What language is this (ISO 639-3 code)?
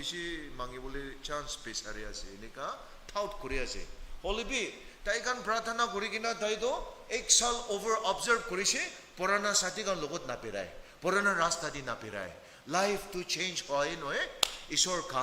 nag